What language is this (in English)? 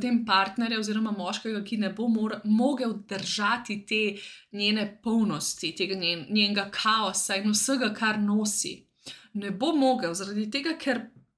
Slovenian